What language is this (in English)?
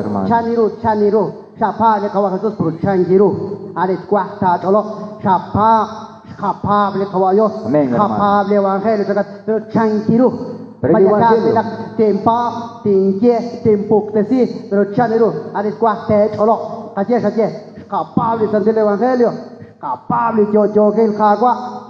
Kekchí